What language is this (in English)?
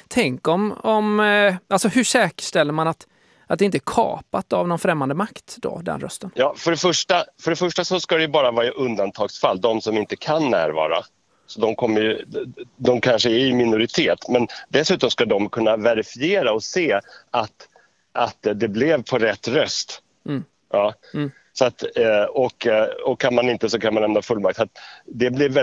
Swedish